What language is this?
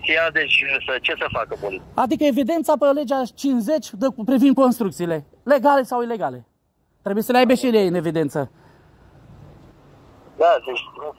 Romanian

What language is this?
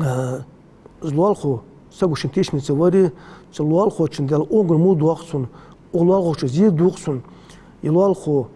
Ingush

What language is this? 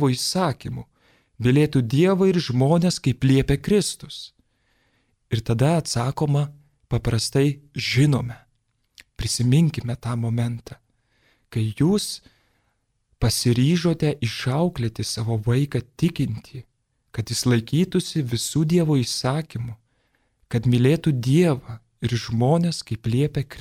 Lithuanian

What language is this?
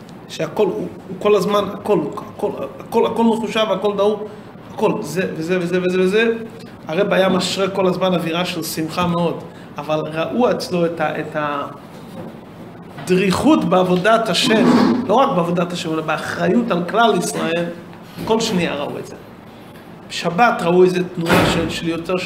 Hebrew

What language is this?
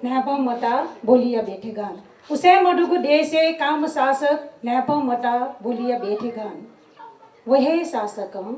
Newari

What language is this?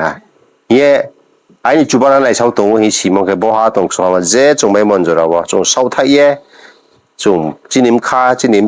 Riang (India)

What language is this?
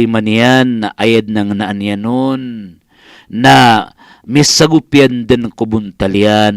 Maranao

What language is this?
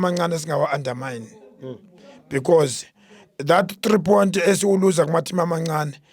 Zulu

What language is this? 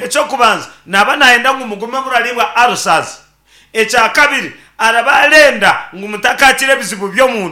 Nyankole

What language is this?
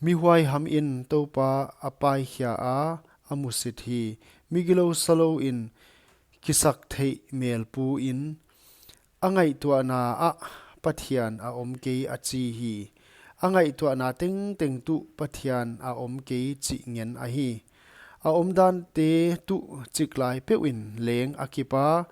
Paite Chin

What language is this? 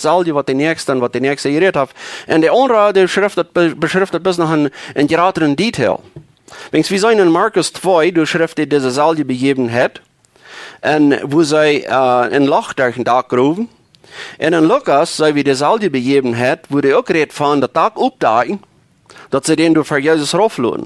Plautdietsch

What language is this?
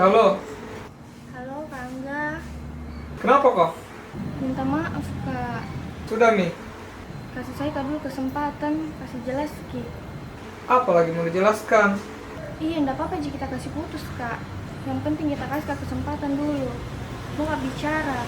Makassar Malay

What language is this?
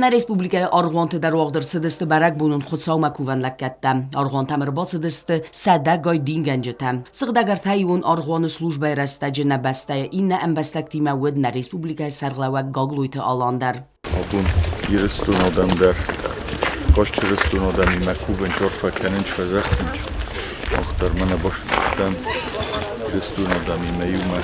Ossetic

